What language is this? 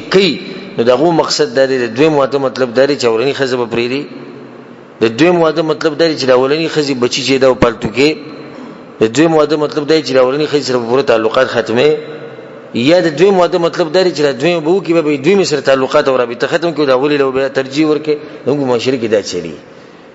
Pashto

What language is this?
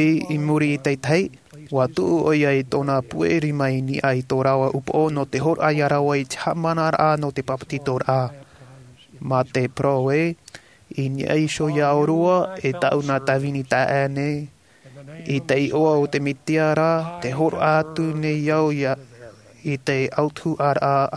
Tahitian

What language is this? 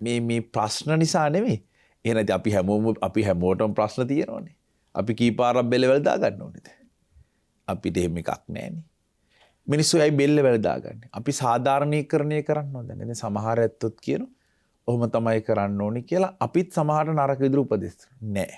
Sinhala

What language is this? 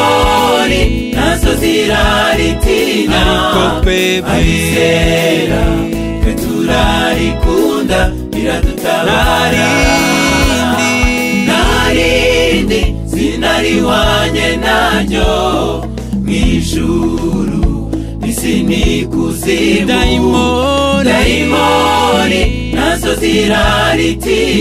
Kinyarwanda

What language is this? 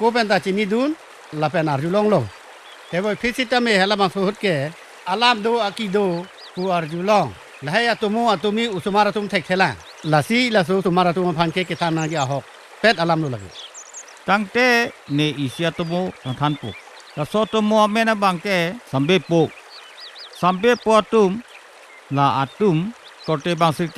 Karbi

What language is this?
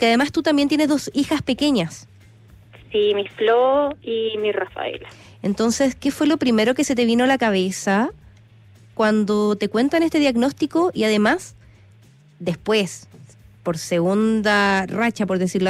Spanish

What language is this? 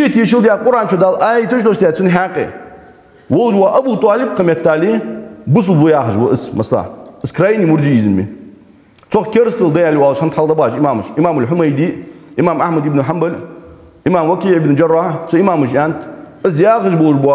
Ingush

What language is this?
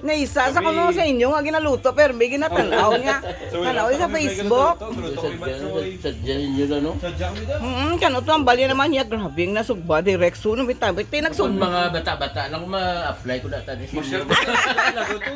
Hiligaynon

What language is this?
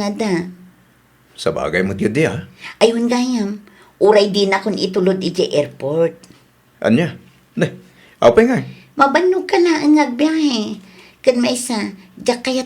Iloko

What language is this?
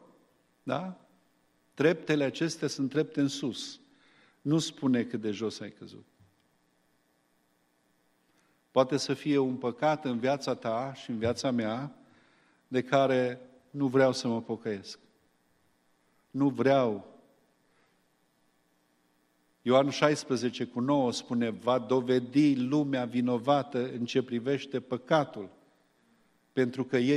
Romanian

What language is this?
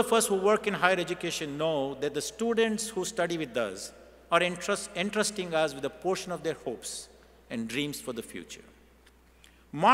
English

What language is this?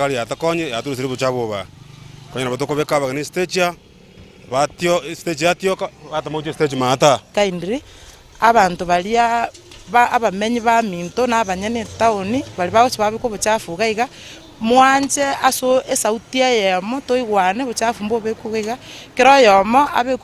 Gusii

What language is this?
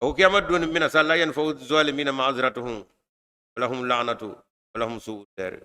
Bambara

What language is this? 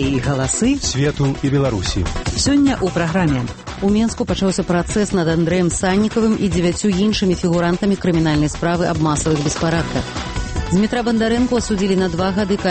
Belarusian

